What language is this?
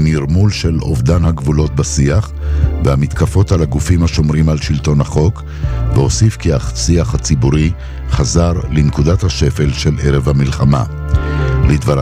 Hebrew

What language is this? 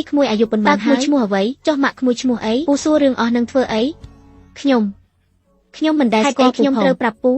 Khmer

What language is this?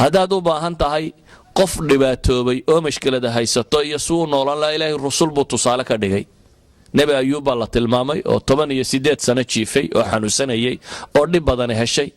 Somali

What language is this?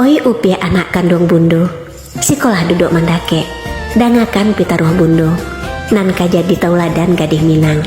Minangkabau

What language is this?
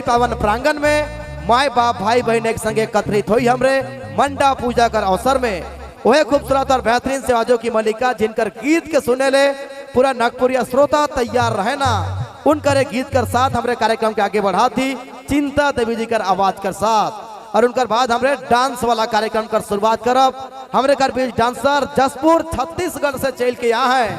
Sadri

